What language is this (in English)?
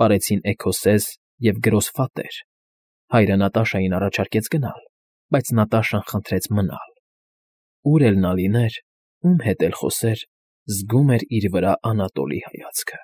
Armenian